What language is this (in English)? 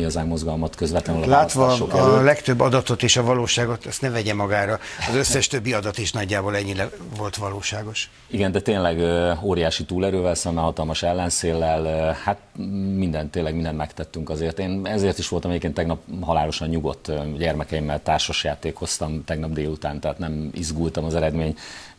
Hungarian